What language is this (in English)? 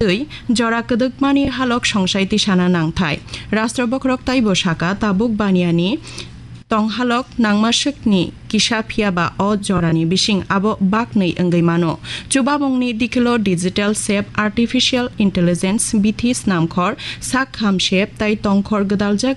Kok Borok